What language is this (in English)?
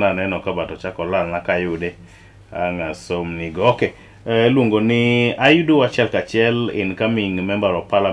Luo (Kenya and Tanzania)